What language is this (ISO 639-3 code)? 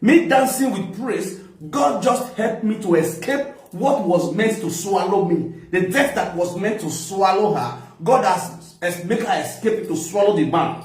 pcm